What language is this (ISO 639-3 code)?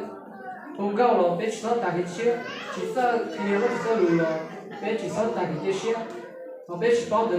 hmn